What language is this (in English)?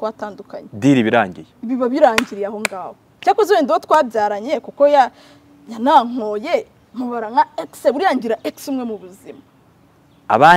Kinyarwanda